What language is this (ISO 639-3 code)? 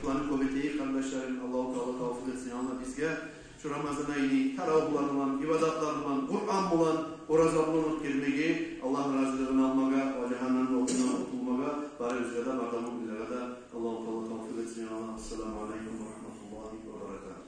kum